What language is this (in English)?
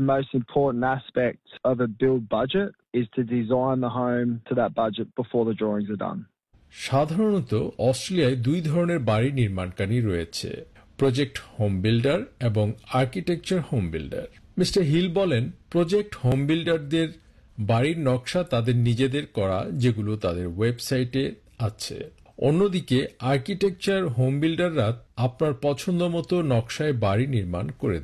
Bangla